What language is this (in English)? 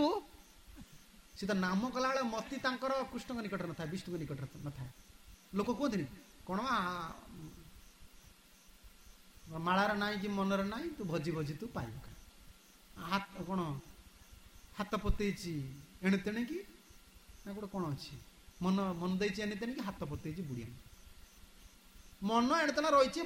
Odia